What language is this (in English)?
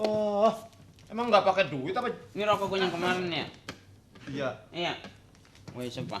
Betawi